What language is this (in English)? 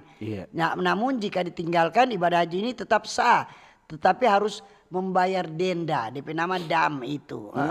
Manado Malay